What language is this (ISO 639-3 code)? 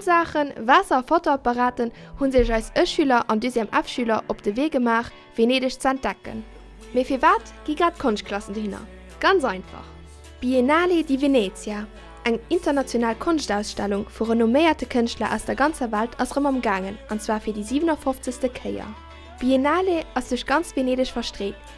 ltz